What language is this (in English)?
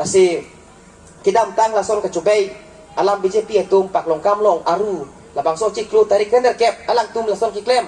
Karbi